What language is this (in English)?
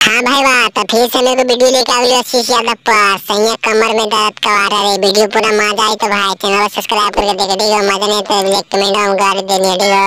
Magahi